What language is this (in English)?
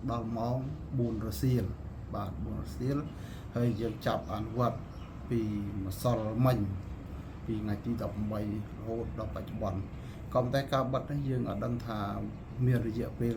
Khmer